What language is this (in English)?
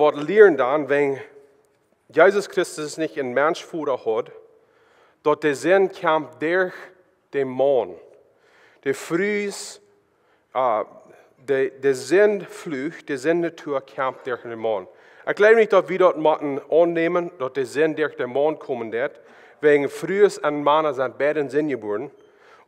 Plautdietsch